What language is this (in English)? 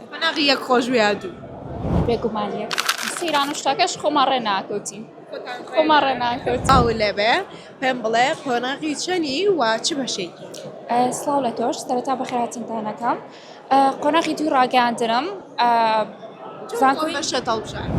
Central Kurdish